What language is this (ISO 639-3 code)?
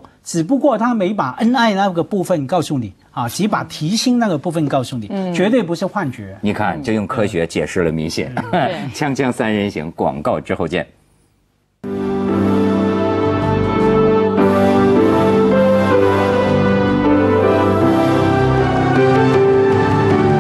zho